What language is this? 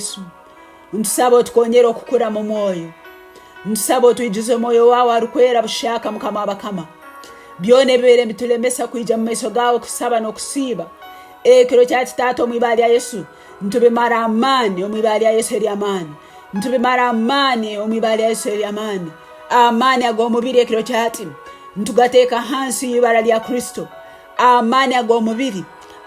Tooro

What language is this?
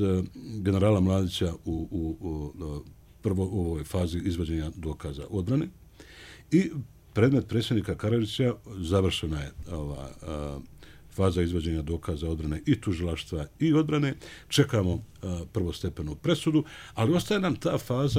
Bosnian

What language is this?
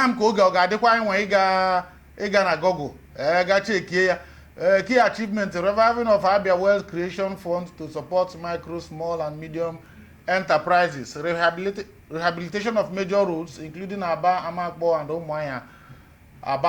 Igbo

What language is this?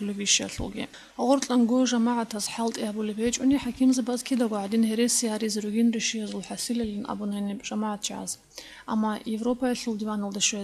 Avaric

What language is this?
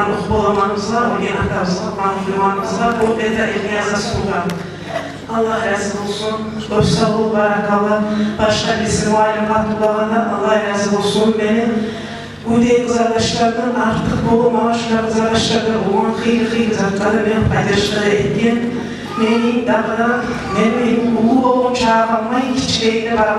Kumyk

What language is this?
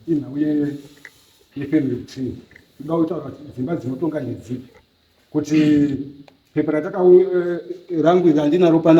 Shona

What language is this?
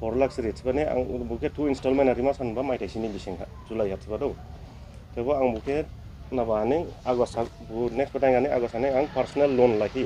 Dimasa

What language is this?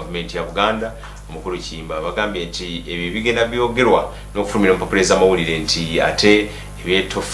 Ganda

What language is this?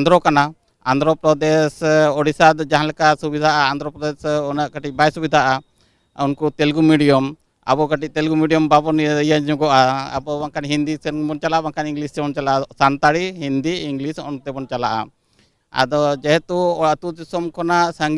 Santali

